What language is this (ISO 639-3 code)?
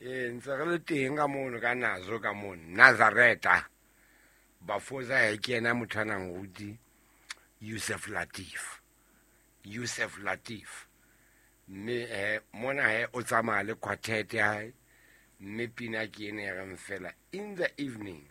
sot